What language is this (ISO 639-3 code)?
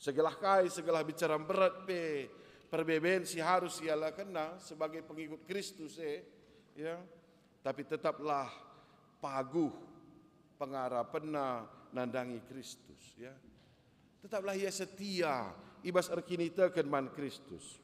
btx